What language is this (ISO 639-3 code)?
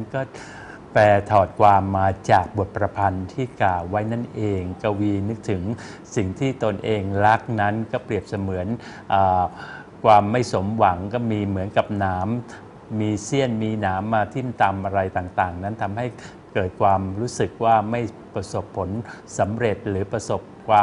tha